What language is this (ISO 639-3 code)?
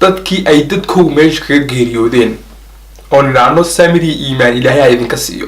som